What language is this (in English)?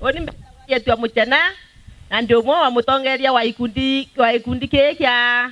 Meru